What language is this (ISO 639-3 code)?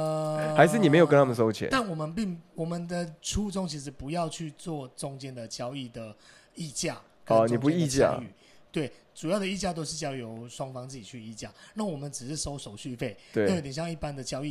zho